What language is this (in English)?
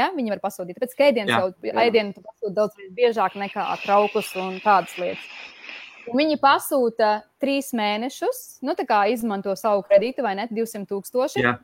Latvian